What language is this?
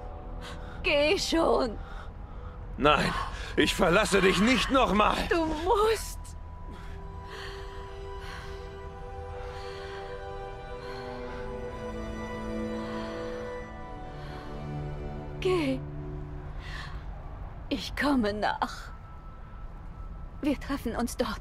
German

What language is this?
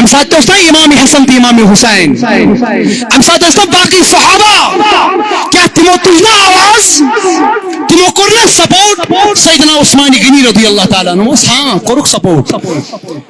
Kashmiri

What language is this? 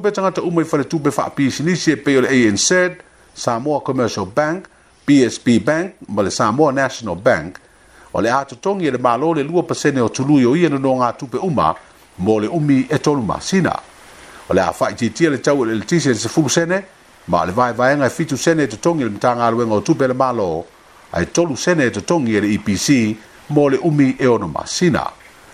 Samoan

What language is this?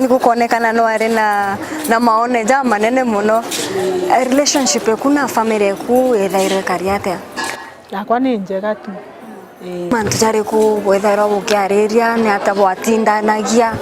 Meru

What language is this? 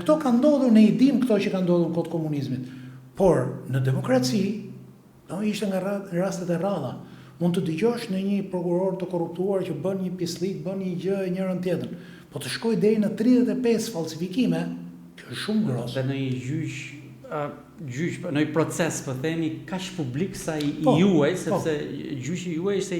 Albanian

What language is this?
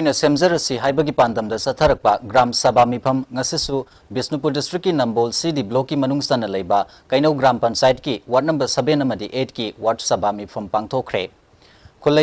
Manipuri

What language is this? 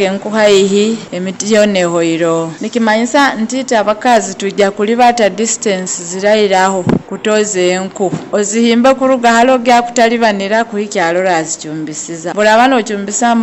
Nyoro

